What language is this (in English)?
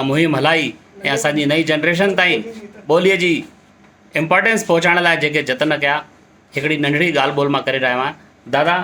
Sindhi